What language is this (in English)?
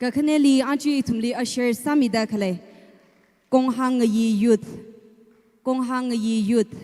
Tangkhul Naga (India)